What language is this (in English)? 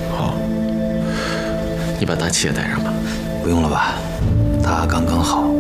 Chinese